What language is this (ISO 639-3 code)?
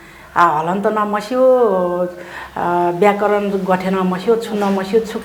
new